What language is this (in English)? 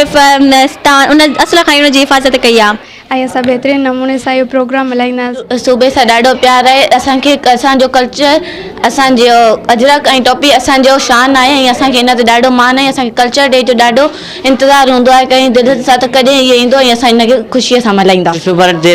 Sindhi